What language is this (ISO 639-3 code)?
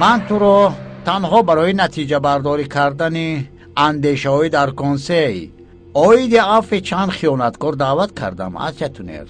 tgk